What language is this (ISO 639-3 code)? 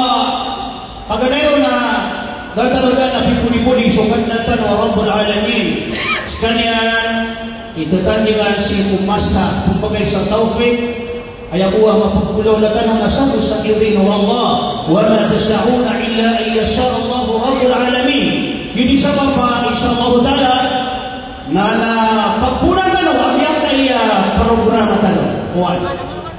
mrw